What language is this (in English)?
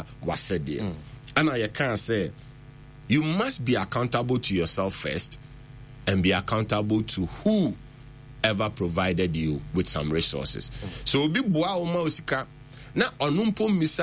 Akan